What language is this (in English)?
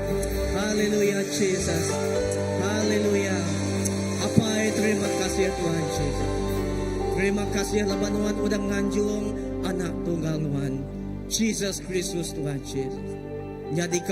Iban